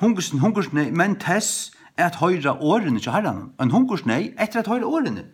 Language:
Faroese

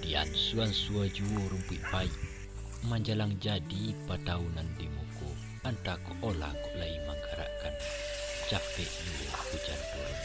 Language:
Minangkabau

